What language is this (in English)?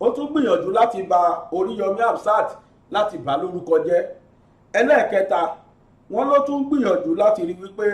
Yoruba